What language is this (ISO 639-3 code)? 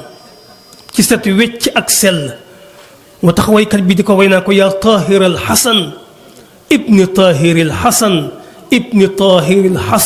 wol